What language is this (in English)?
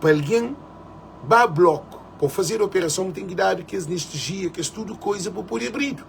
Kabuverdianu